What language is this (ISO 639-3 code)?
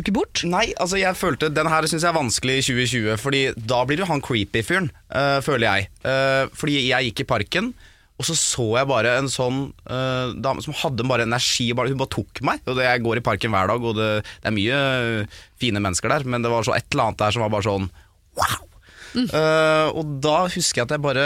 nor